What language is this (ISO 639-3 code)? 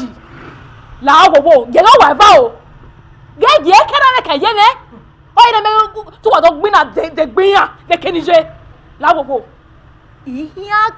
bin